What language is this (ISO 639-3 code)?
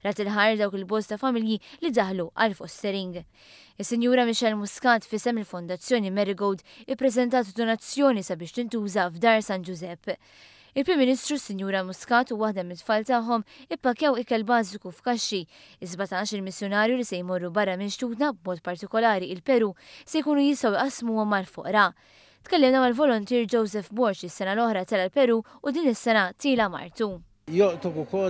mlt